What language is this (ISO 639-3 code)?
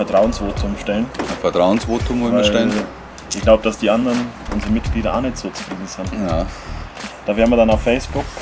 bar